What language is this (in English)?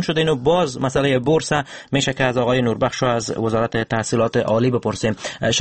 Persian